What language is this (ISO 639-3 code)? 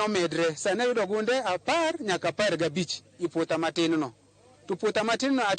luo